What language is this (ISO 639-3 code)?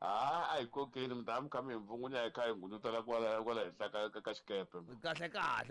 tso